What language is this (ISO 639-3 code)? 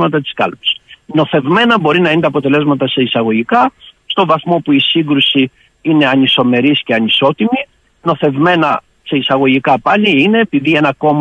ell